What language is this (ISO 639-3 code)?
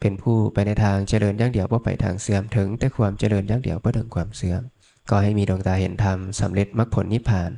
lao